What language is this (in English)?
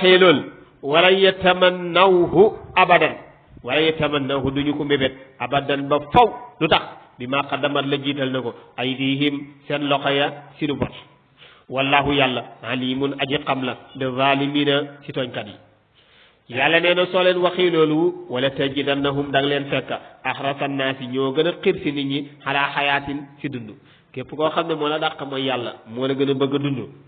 Wolof